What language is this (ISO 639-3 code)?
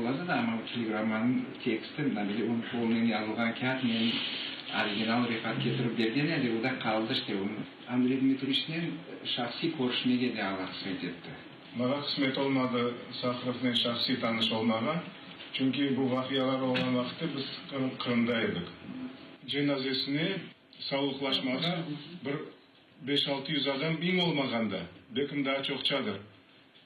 crh